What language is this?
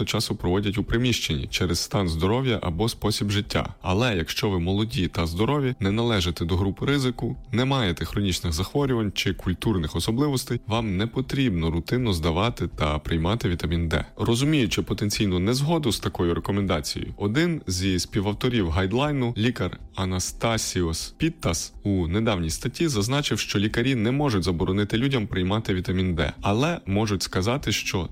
Ukrainian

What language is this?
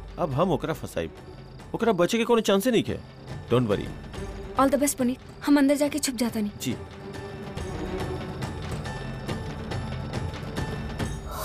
Bhojpuri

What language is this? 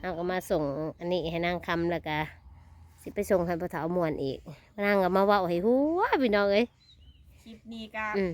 Northeastern Thai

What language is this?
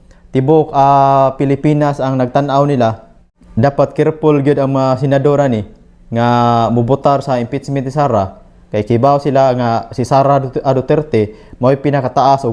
Cebuano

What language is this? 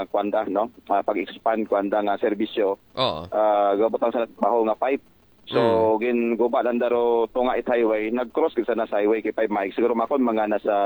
Aklanon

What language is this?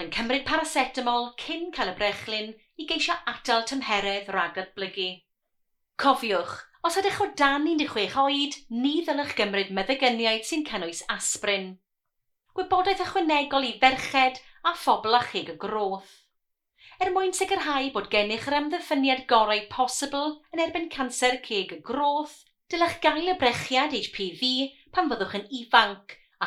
Welsh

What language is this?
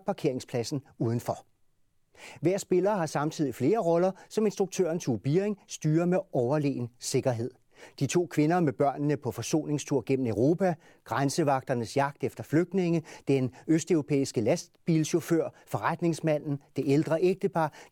Danish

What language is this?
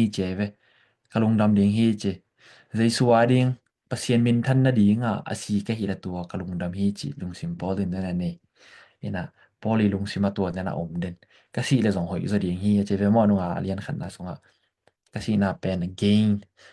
Tedim Chin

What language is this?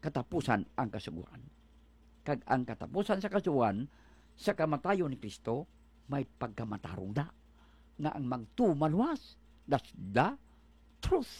Hiligaynon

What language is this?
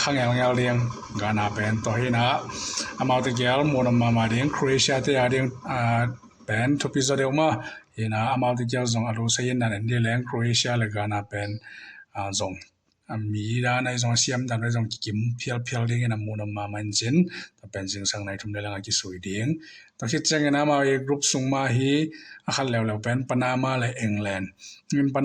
Tedim Chin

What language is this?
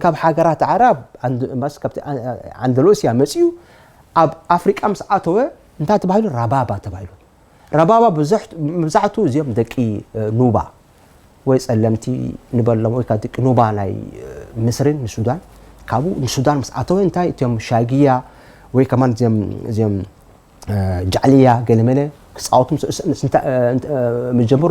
Tigrinya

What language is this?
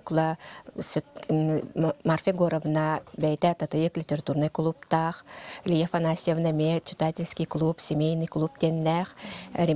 Yakut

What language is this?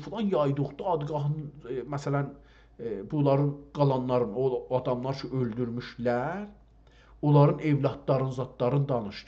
South Azerbaijani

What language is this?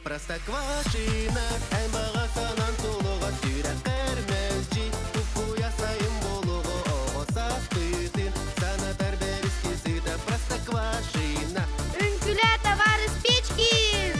Yakut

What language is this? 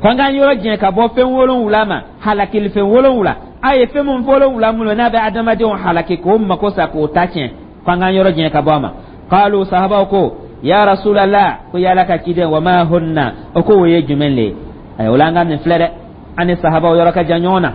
Dyula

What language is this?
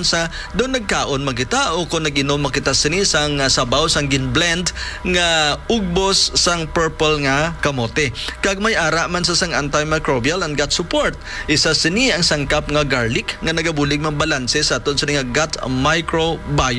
Hiligaynon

